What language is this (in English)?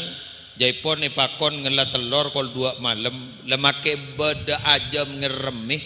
Madurese